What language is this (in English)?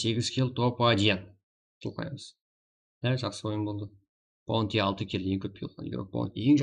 Kara-Kalpak